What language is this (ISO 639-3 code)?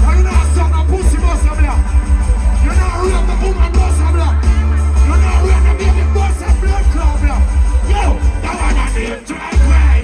jam